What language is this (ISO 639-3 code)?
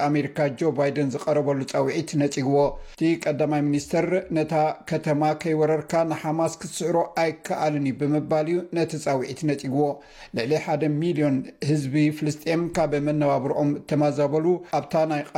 tir